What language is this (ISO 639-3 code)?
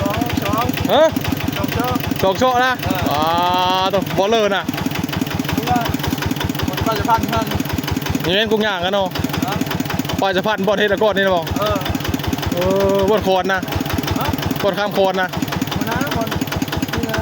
tts